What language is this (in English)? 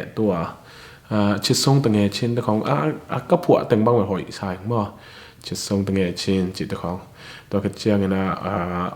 Tedim Chin